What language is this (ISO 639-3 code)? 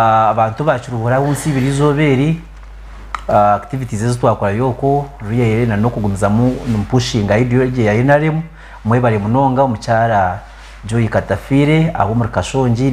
nyn